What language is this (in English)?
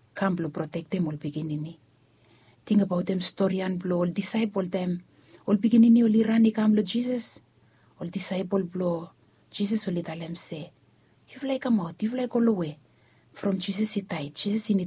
Bislama